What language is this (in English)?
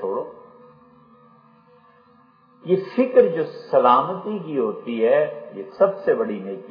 Urdu